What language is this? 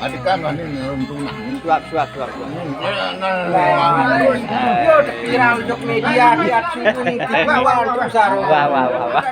Sasak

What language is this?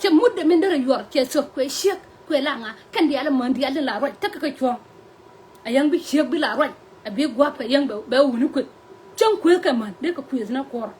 Nuer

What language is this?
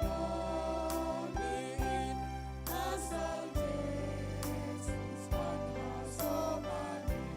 Batak Simalungun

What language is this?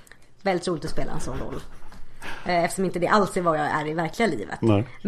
Swedish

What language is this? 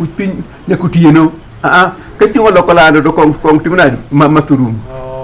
Luo (Kenya and Tanzania)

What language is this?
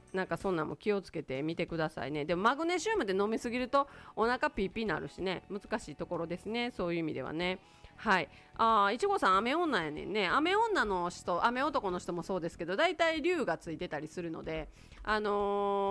Japanese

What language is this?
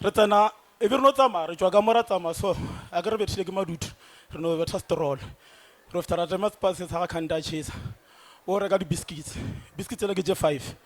Northern Sotho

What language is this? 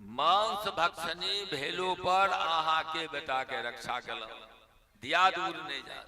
Maithili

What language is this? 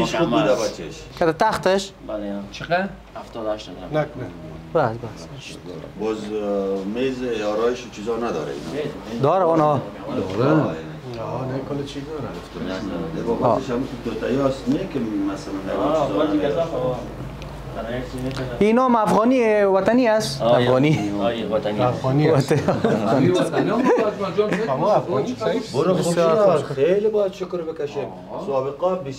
Persian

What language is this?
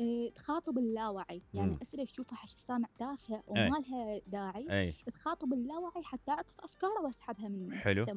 Mesopotamian Arabic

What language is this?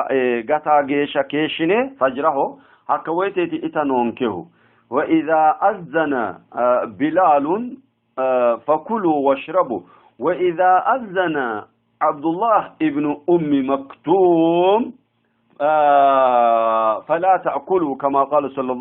Sidamo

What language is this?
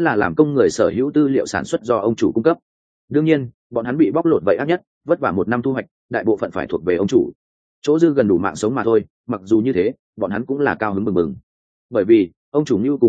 Vietnamese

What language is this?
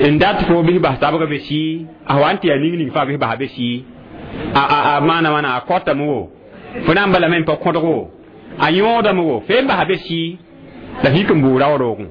Mossi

